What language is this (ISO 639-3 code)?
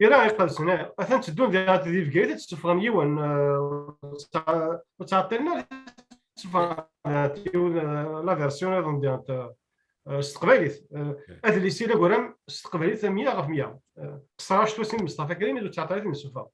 kab